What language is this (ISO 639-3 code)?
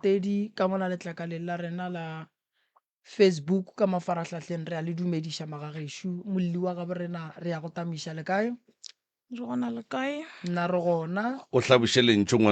nso